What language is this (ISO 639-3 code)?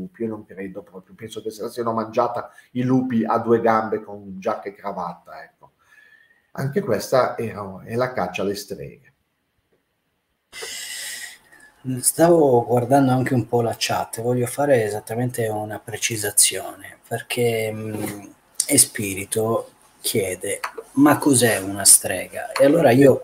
ita